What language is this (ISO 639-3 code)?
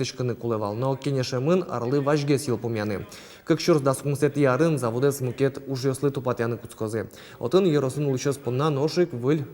udm